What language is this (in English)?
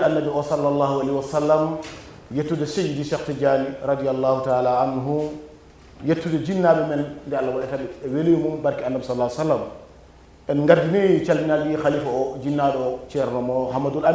Fula